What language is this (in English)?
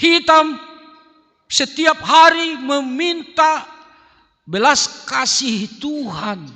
Batak Simalungun